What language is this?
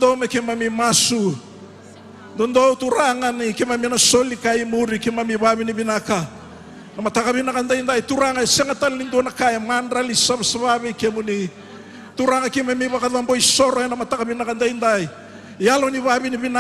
Fijian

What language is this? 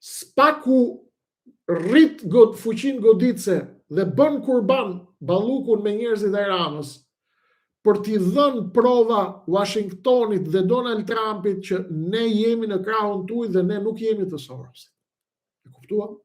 Albanian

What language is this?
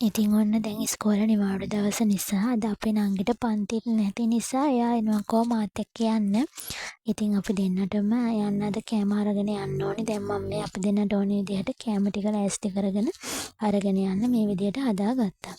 Sinhala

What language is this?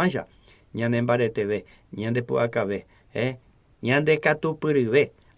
Guarani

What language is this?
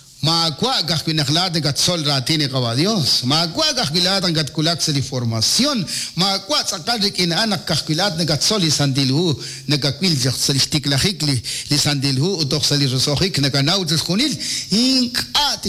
Kekchí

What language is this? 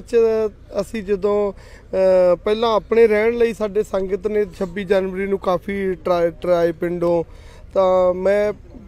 Punjabi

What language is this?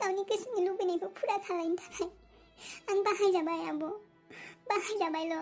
Bodo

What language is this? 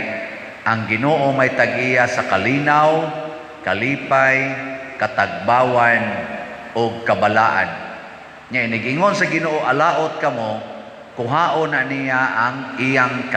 Cebuano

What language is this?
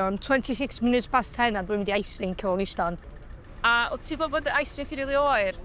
Welsh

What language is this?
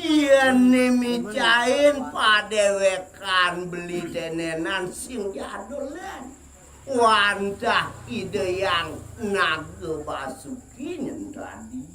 Balinese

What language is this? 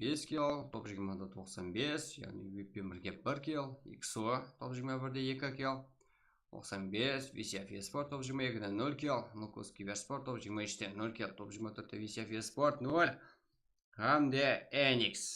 Kara-Kalpak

